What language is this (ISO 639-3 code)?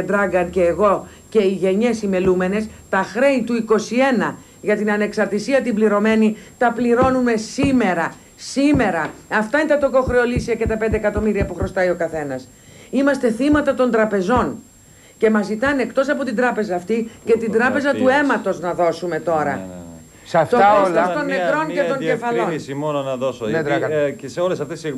ell